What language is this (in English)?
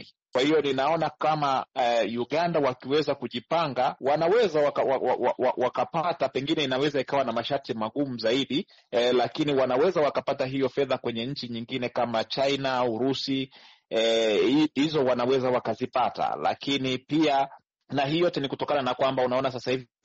Swahili